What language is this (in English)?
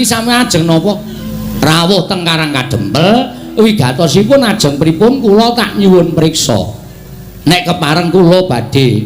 Javanese